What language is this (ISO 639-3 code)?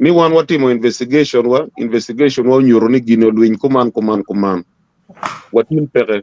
ach